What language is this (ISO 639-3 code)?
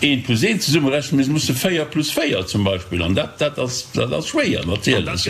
ltz